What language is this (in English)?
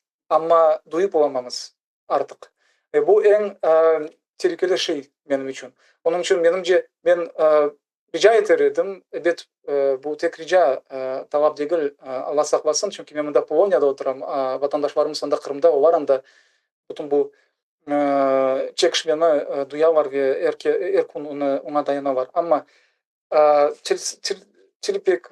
Crimean Tatar